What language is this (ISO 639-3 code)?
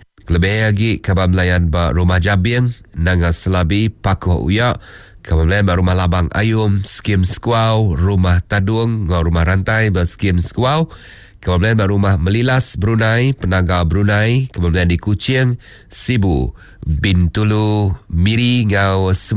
iba